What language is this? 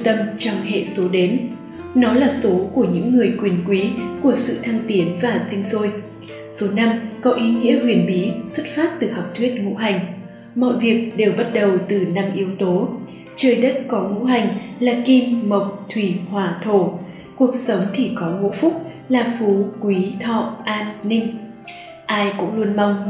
Vietnamese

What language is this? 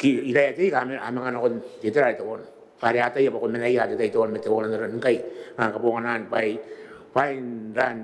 Gilbertese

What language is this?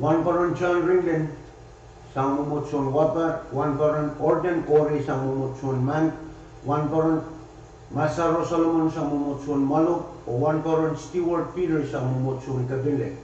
Pohnpeian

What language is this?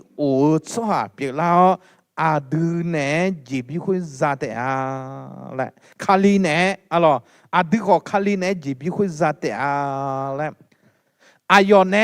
Akha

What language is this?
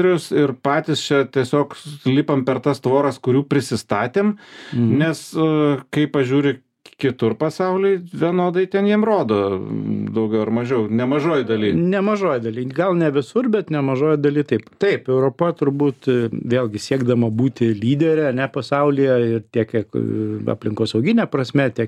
Lithuanian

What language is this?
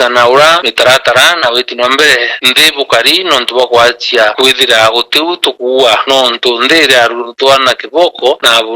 Meru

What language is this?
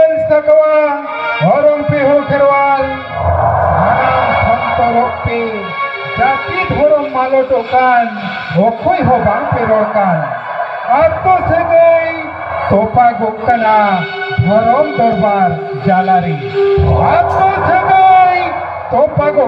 Santali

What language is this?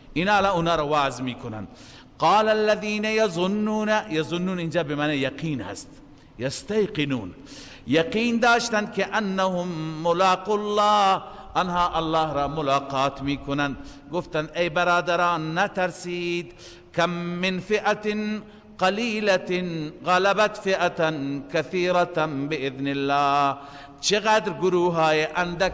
Persian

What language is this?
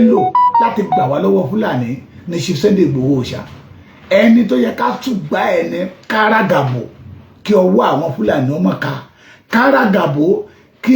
Yoruba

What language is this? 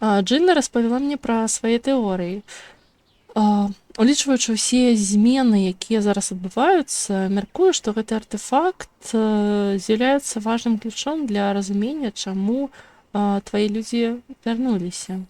Belarusian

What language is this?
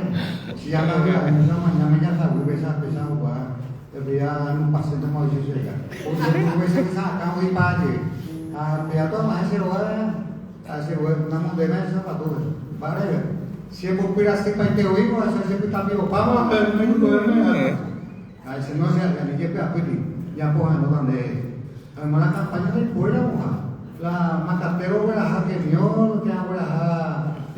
Guarani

